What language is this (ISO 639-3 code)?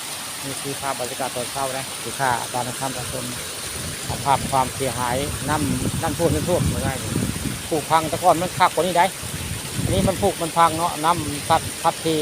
tts